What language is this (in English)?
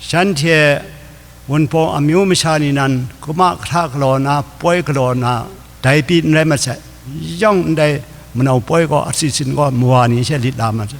Kachin